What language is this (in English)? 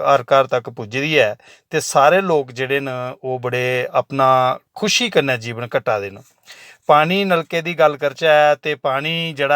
Dogri